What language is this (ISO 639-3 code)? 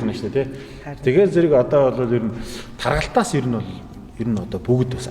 mon